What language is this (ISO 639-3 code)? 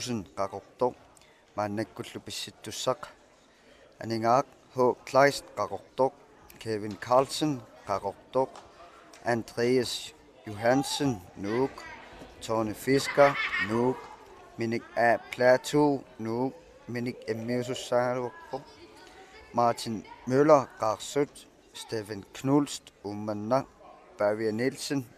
kal